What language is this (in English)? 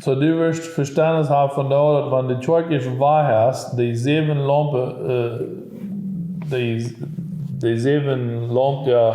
Plautdietsch